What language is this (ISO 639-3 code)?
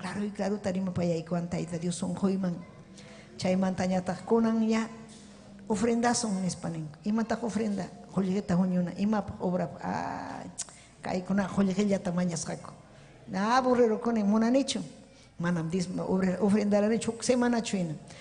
quy